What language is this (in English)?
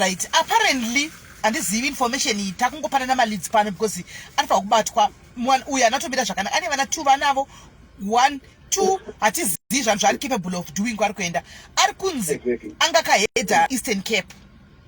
Shona